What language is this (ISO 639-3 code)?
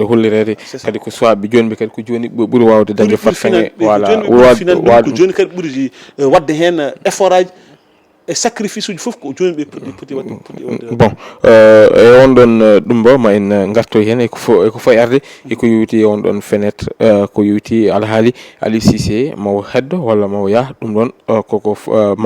ful